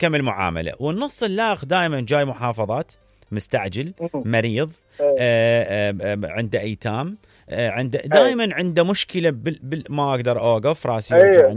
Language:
Mesopotamian Arabic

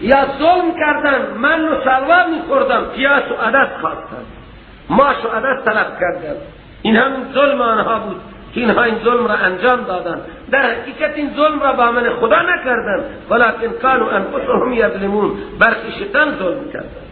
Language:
Persian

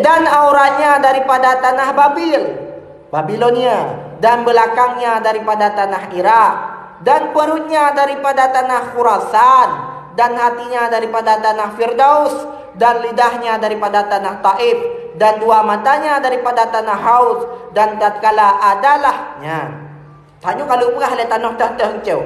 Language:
Achinese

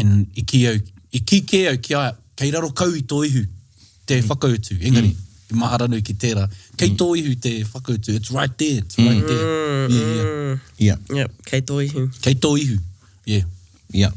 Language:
Māori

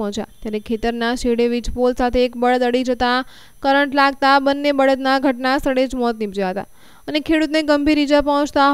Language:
Gujarati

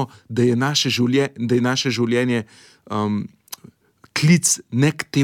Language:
Slovenian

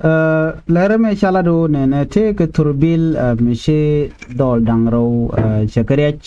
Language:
Nuer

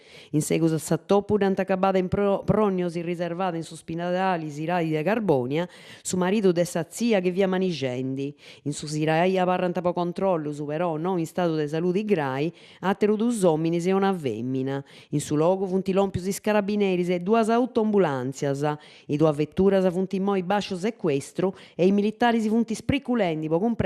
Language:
Sardinian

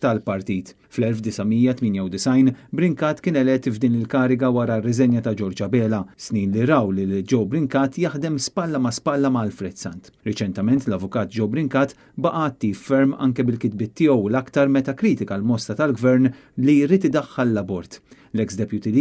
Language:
Maltese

